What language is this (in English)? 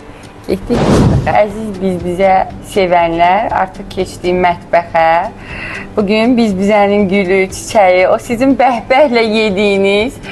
Azerbaijani